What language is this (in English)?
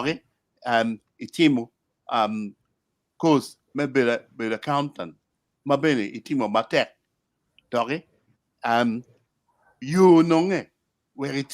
Acoli